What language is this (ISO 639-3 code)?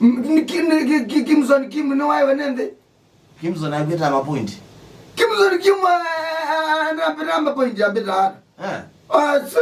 kam